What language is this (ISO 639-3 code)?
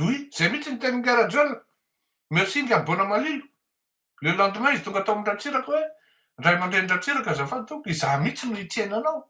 mlg